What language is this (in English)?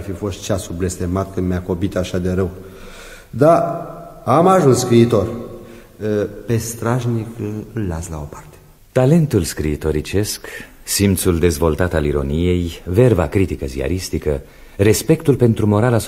Romanian